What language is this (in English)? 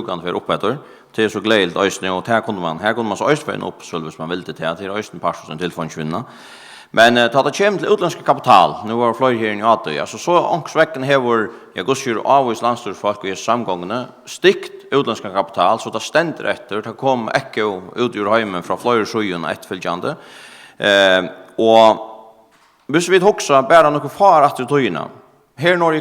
Faroese